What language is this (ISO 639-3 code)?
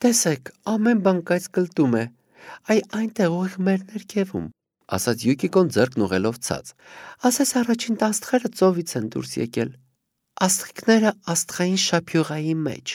hye